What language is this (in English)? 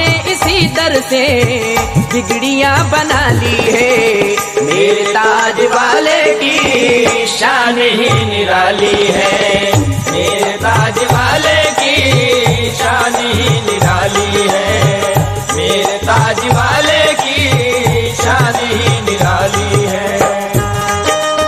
Hindi